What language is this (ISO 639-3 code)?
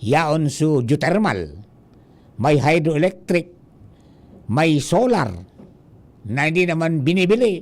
bik